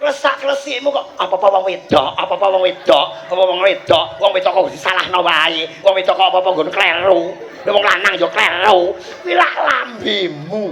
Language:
Javanese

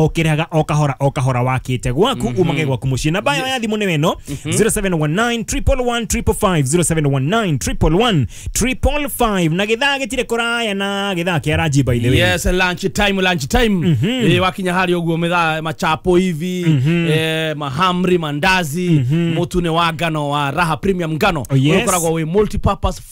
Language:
Kikuyu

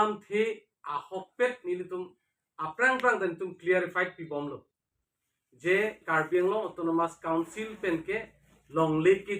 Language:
Karbi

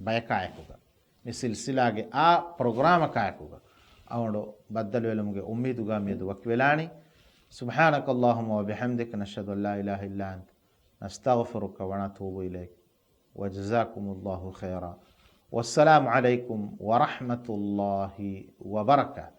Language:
Divehi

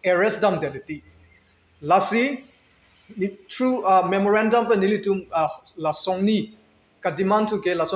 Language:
Karbi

